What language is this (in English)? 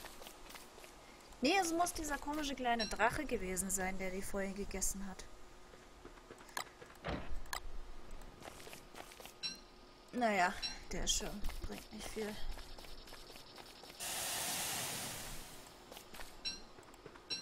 German